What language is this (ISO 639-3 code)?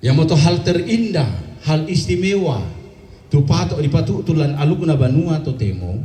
sda